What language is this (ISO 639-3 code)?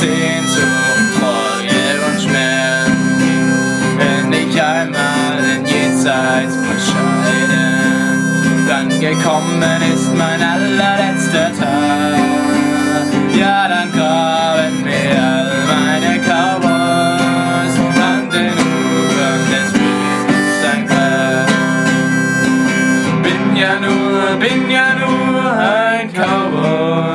deu